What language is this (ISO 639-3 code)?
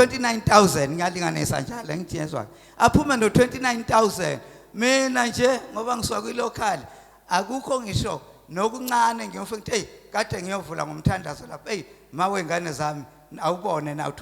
zul